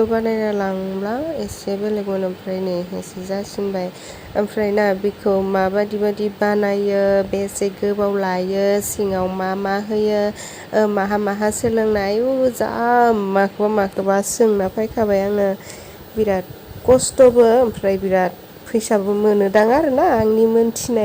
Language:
Bodo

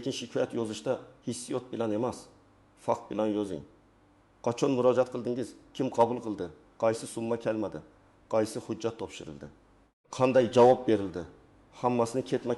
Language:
Uzbek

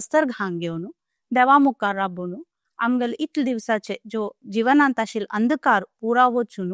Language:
Konkani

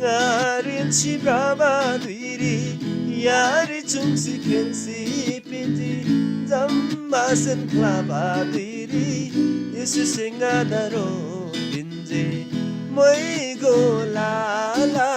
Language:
Eastern Tamang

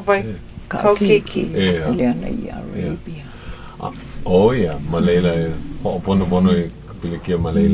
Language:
Hawaiian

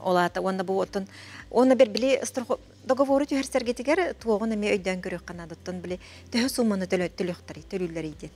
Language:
Yakut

